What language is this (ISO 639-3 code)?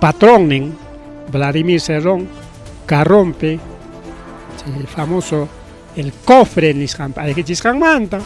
quy